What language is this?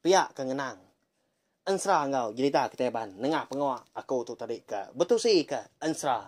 Iban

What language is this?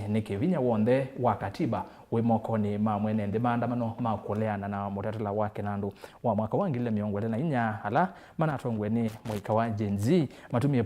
Kamba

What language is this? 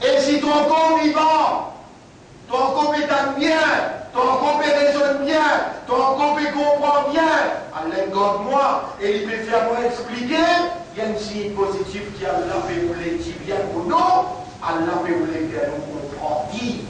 Morisyen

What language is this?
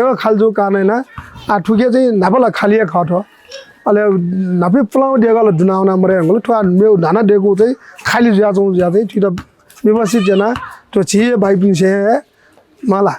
Newari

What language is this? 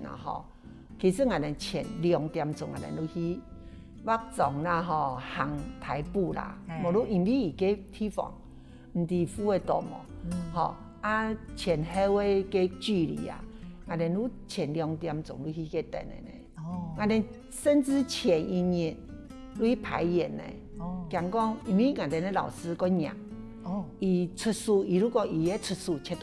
Hakka Chinese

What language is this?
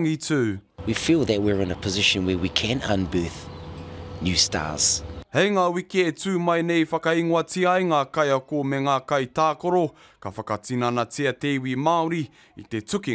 Māori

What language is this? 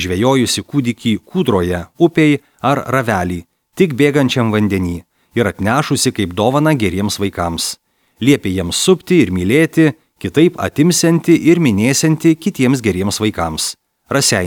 Lithuanian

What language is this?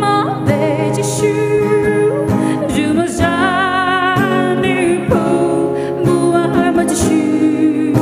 Poumei Naga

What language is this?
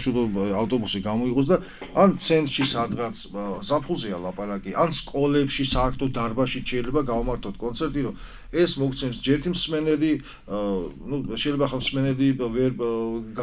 Georgian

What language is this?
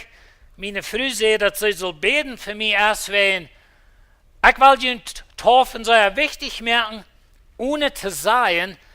Plautdietsch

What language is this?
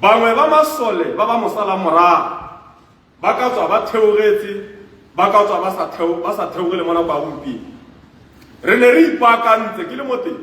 Tswana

